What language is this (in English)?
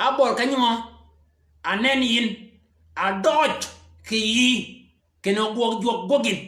Shilluk